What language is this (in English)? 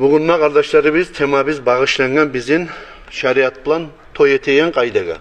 Kumyk